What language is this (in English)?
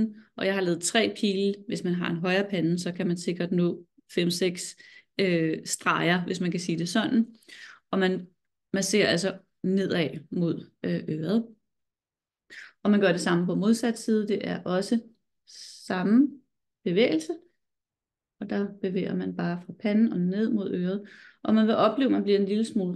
Danish